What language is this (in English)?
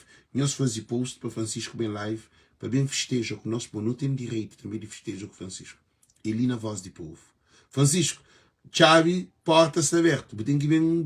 Kabuverdianu